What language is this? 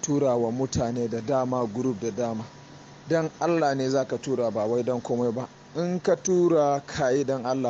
Hausa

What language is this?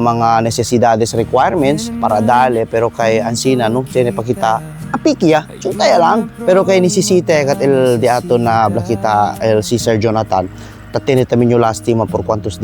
Chavacano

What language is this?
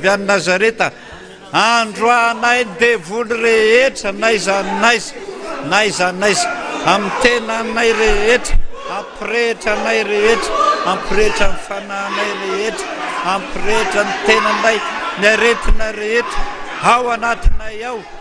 Malagasy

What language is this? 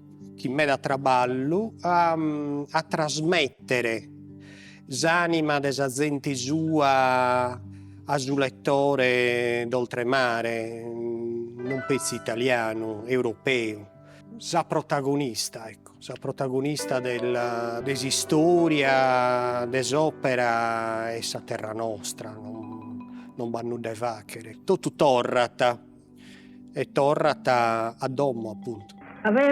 Sardinian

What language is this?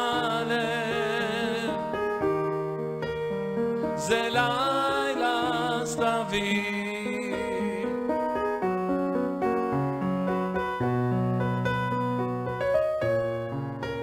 Hebrew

